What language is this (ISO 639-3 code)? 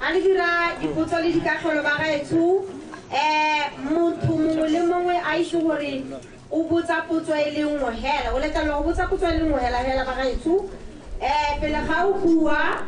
tsn